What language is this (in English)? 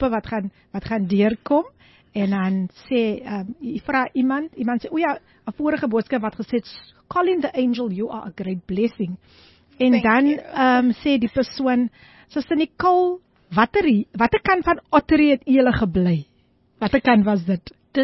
Afrikaans